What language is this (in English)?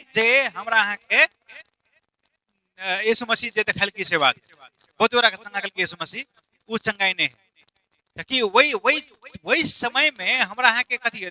Maithili